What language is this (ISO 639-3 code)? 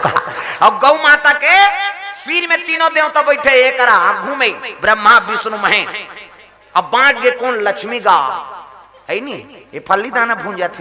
hne